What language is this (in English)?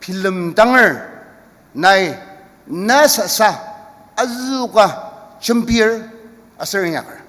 Ao Naga